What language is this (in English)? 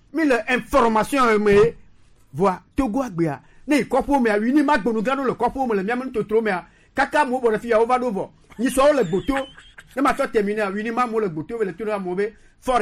Gen